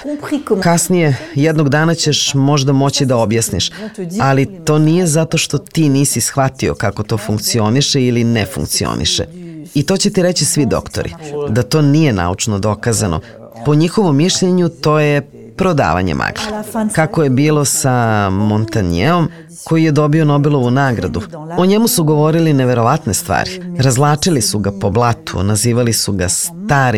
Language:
Serbian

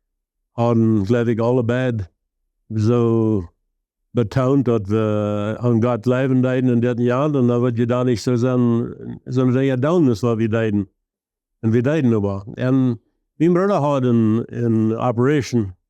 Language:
Plautdietsch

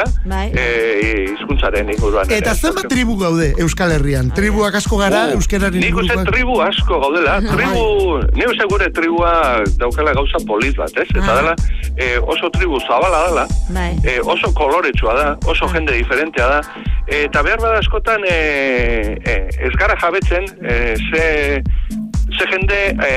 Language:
Basque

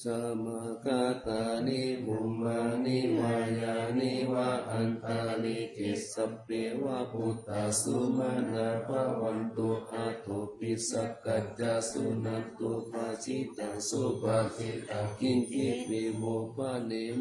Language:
Pali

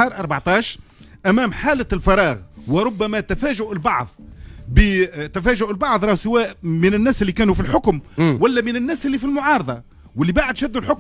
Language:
Tunisian Arabic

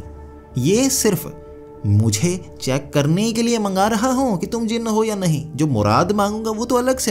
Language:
Hindi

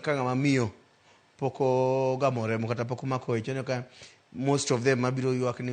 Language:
Luo (Kenya and Tanzania)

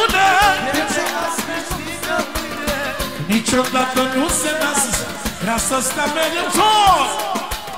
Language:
Romanian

